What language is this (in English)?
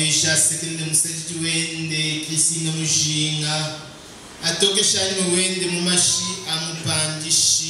Luba-Lulua